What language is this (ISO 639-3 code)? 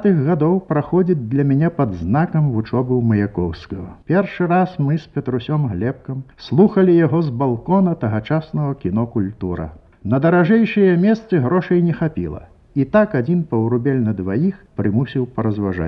bel